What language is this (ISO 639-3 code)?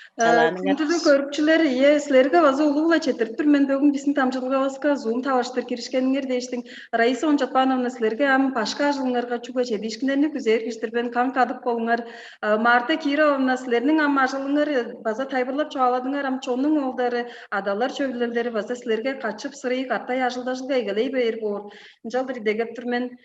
tyv